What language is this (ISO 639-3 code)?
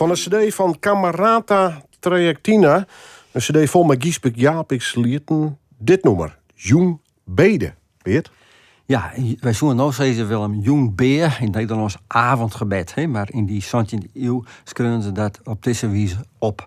fry